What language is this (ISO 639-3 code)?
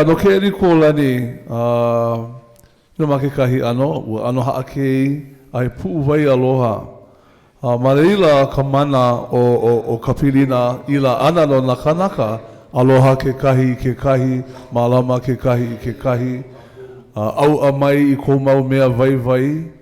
haw